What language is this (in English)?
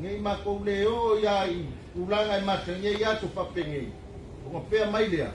Samoan